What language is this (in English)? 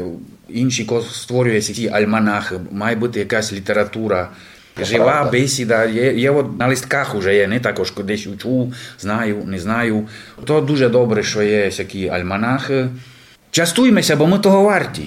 Rusyn